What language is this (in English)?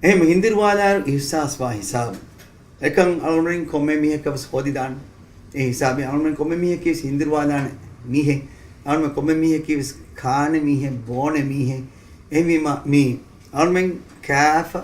Divehi